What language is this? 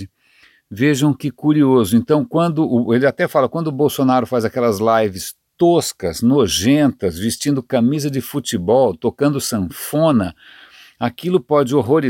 Portuguese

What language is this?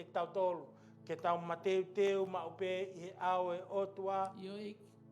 Tongan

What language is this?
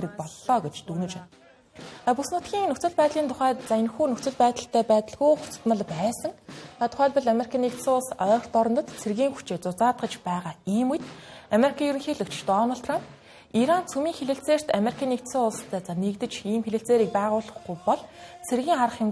Mongolian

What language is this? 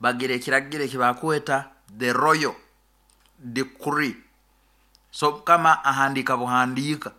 Nyoro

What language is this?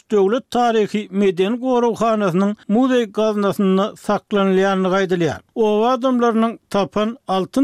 Turkmen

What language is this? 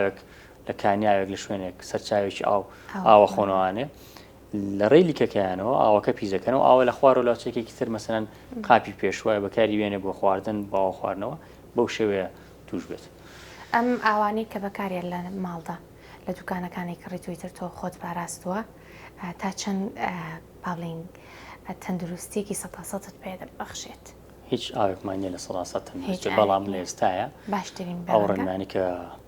Central Kurdish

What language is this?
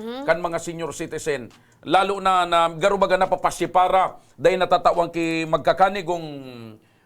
Bikol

